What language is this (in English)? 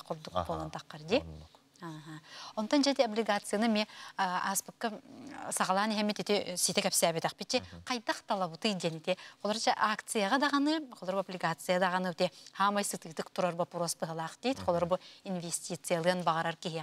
Yakut